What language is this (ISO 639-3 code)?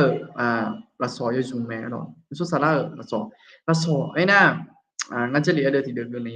ahk